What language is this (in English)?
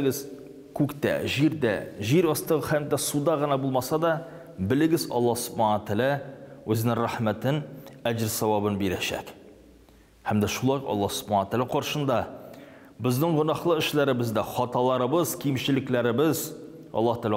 Tatar